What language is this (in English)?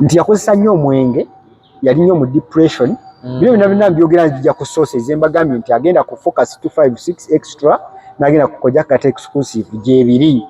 Ganda